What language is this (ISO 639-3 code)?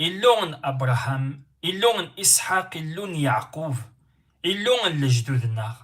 kab